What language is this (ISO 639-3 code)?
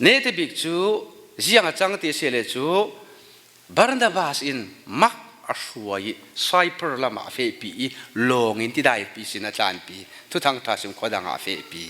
cfm